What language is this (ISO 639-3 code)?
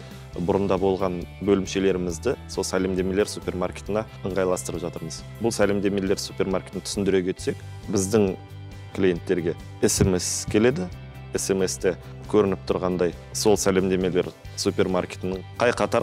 kaz